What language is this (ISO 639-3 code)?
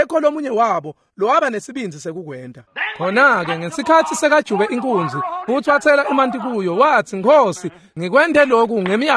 ssw